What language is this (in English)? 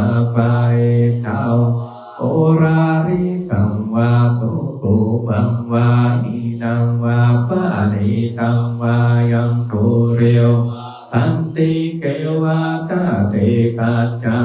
Pali